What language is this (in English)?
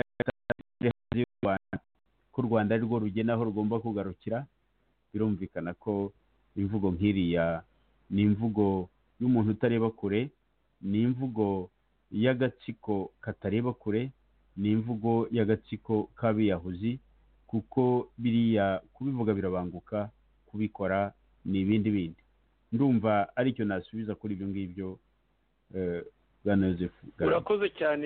Kinyarwanda